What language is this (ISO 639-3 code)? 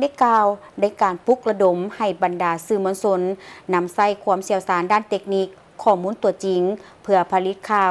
lao